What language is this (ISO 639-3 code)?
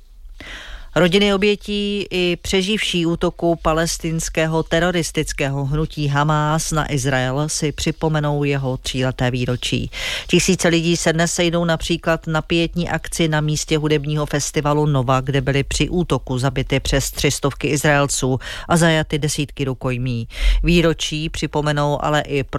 ces